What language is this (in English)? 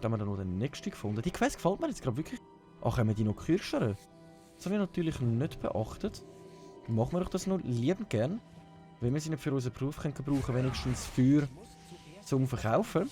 Swiss German